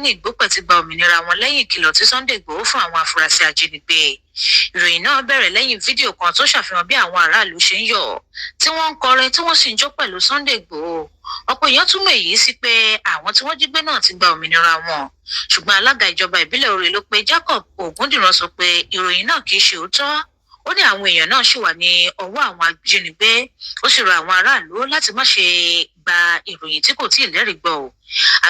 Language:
Yoruba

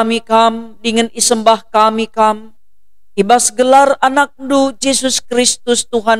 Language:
Batak Karo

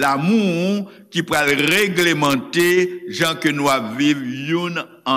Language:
Haitian Creole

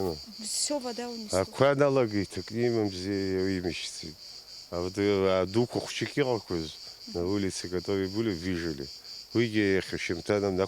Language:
Abkhazian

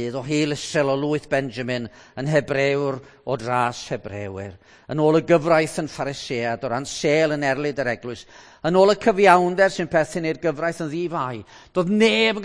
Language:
Welsh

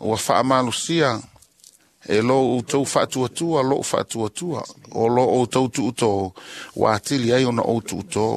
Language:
Samoan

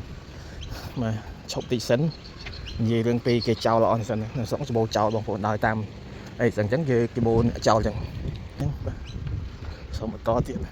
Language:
Khmer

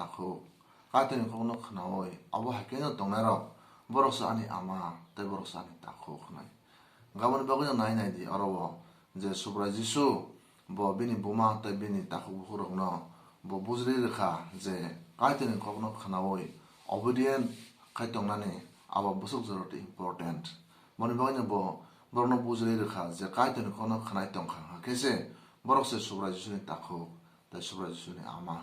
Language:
Kok Borok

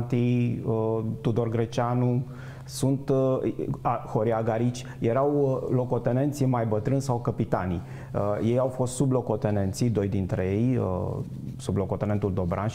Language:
Romanian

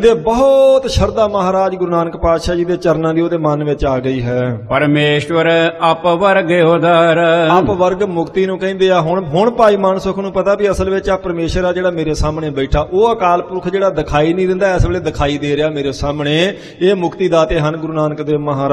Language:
Punjabi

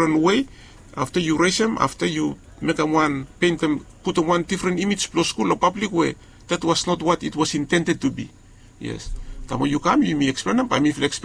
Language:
Bislama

